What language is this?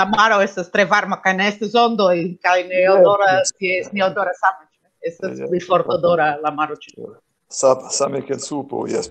Esperanto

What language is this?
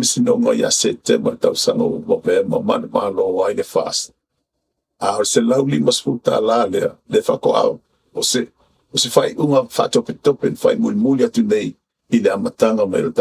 Samoan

